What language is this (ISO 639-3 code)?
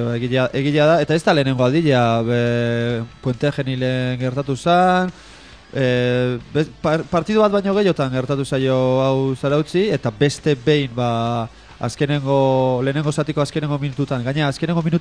eus